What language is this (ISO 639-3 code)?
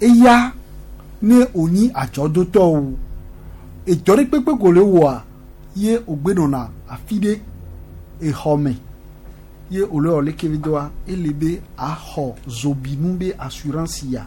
gej